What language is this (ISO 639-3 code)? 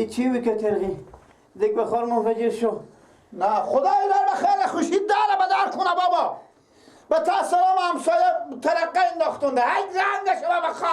fas